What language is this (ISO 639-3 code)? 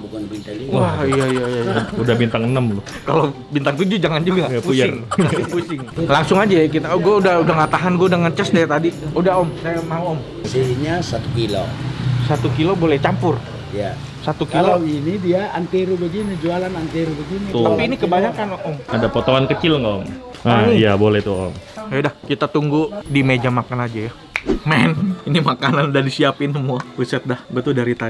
ind